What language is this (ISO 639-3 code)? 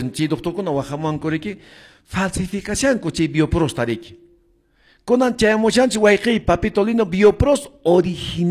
que